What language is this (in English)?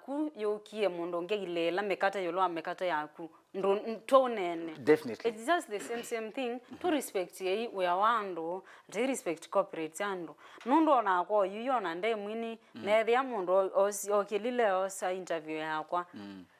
Kamba